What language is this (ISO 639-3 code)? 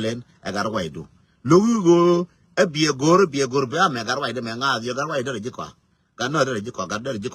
nus